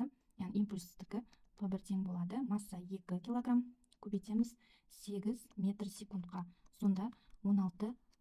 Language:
Kazakh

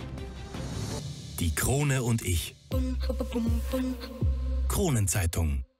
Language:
German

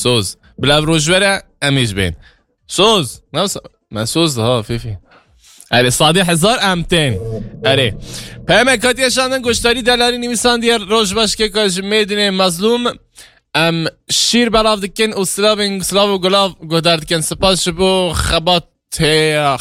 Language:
Kurdish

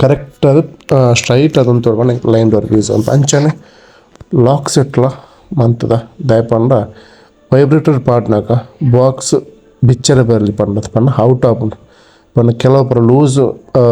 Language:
Tulu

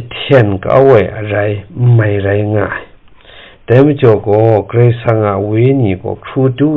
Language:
Kachin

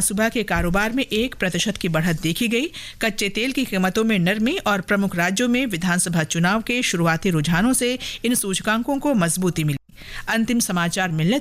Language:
Hindi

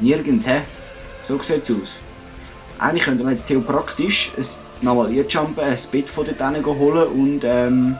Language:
Swiss German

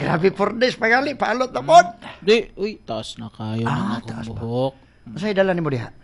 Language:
Cebuano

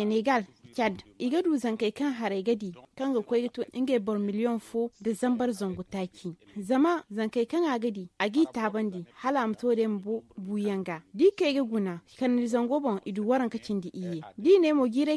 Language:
Zarma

